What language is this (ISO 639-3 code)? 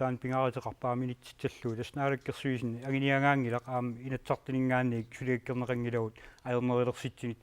kal